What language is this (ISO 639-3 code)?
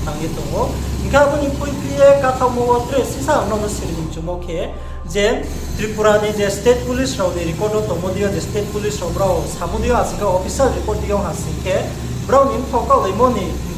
ria